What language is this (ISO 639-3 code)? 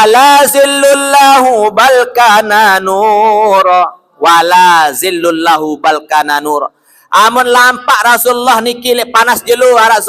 sas